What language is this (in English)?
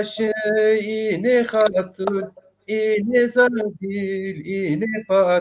Zaza